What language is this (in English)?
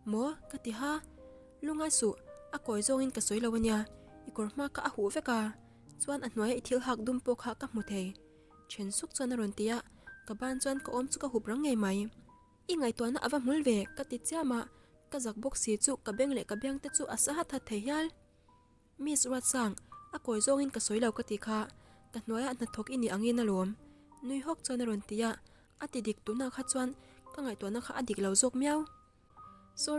Mizo